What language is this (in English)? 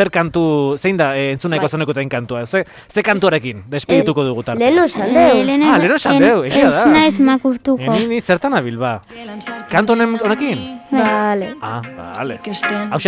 Basque